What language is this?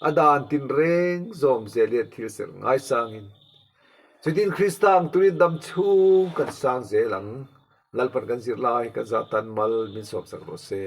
Mizo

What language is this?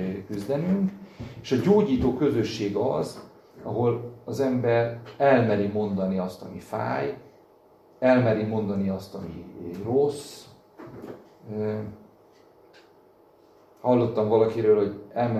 Hungarian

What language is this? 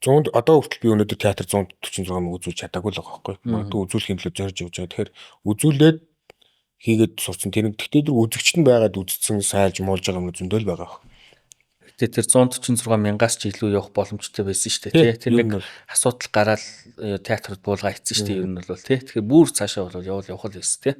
Mongolian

